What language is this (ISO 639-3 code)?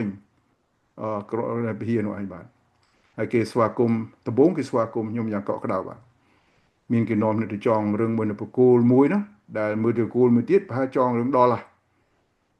khm